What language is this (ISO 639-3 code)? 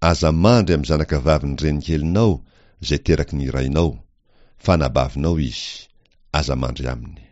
mlg